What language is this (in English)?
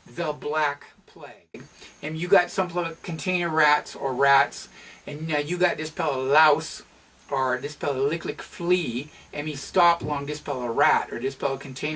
Tok Pisin